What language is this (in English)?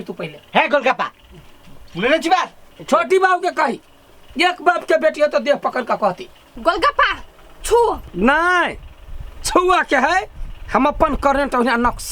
Maithili